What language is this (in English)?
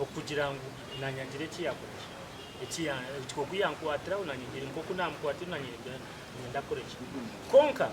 Nyankole